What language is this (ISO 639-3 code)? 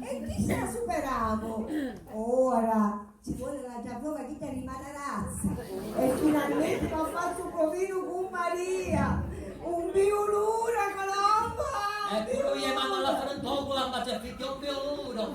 scn